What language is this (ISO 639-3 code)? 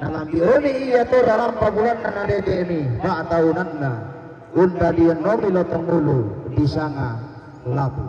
sda